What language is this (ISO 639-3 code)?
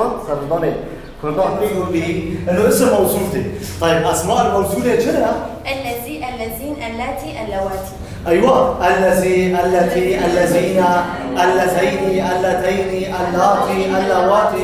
kur